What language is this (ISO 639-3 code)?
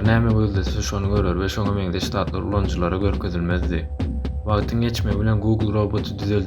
tuk